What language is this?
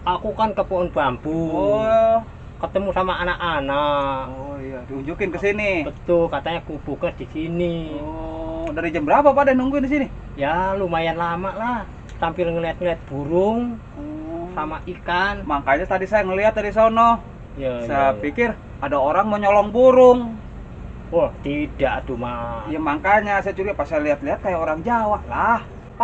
Betawi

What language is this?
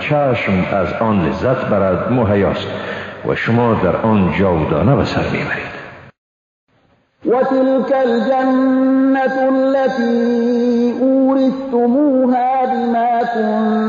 Persian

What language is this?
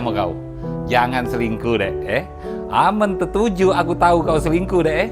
Musi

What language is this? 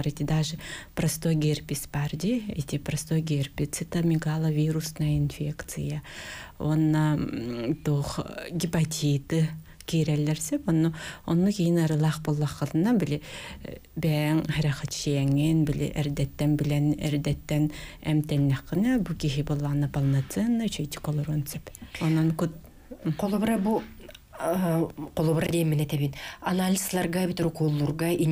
Yakut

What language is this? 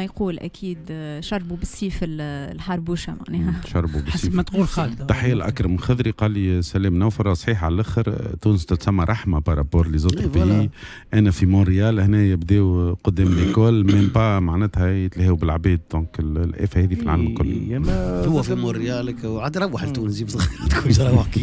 Tunisian Arabic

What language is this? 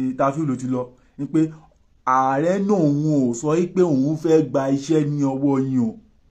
Yoruba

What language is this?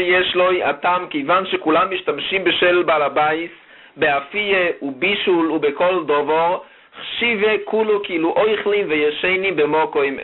Hebrew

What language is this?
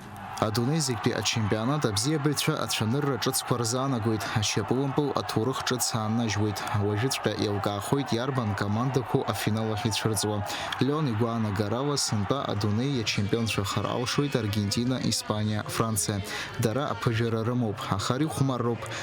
Abkhazian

